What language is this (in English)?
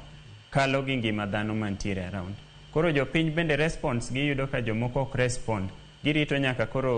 Luo (Kenya and Tanzania)